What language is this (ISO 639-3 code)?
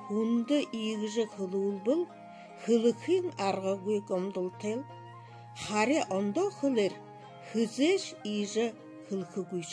bua